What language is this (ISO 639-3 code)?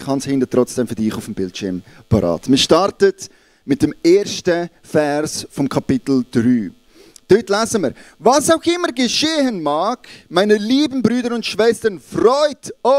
gsw